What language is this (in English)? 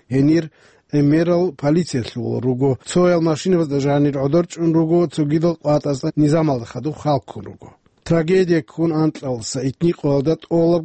Avaric